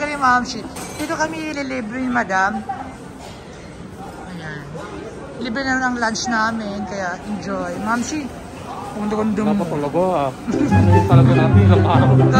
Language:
Filipino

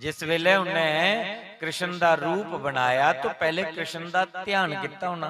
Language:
Dogri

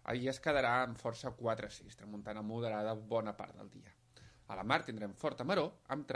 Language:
Catalan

